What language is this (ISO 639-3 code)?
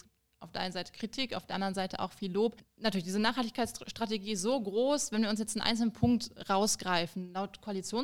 deu